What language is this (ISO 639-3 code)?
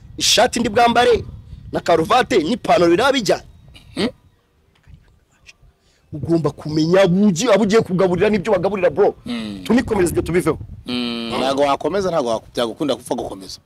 kin